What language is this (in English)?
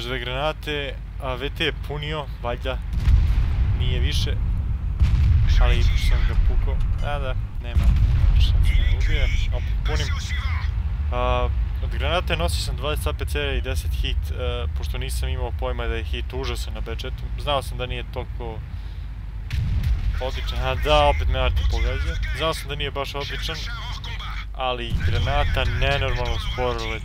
Serbian